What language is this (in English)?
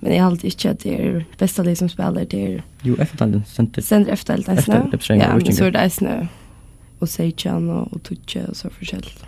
Faroese